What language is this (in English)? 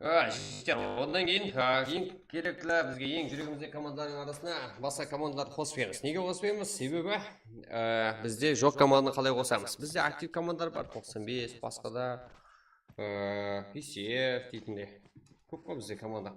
Kara-Kalpak